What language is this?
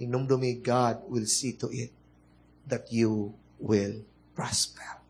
Cebuano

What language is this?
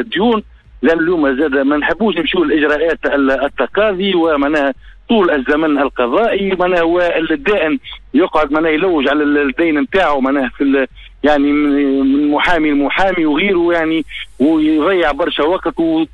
Tunisian Arabic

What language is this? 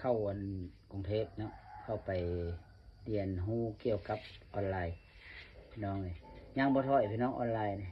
Lao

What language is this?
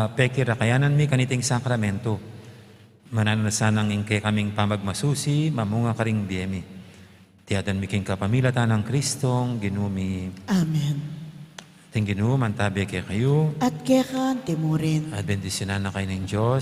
Pampanga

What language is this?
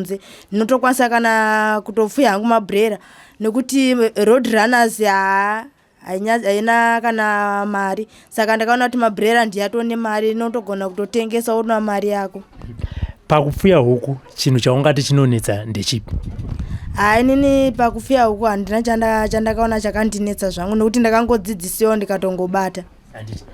Shona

